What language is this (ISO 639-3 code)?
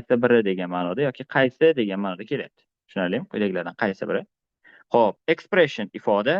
uzb